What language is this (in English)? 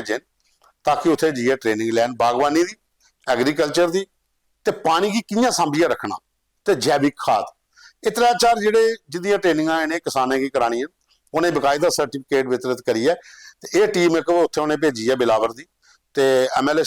Dogri